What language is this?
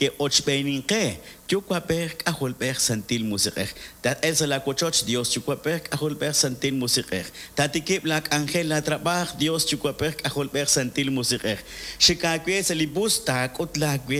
Kekchí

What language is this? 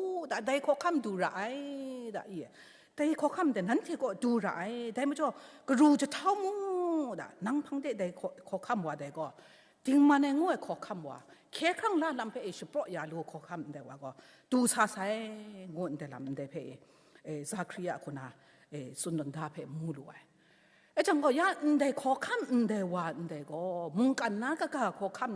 Kachin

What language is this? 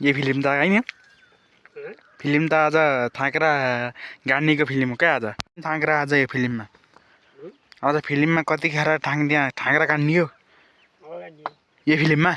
Nepali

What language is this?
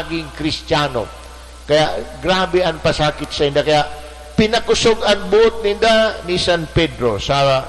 Bikol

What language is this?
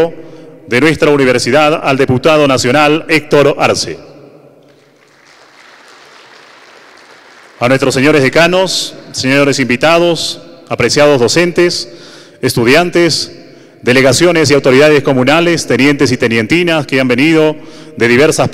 Spanish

